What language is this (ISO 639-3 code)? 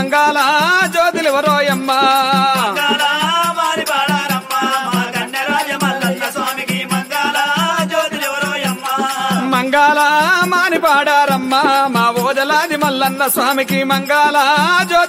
tel